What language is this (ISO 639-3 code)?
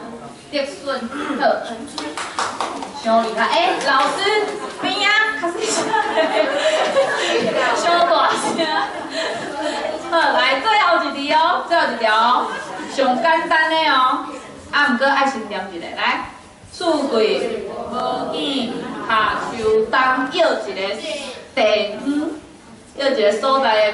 nan